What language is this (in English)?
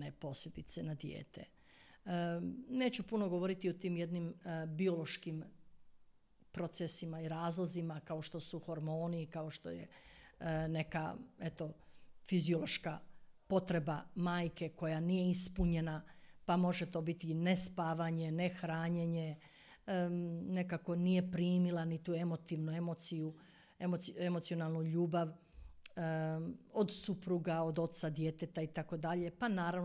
Croatian